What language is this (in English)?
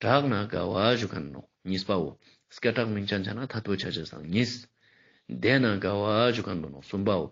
Ladakhi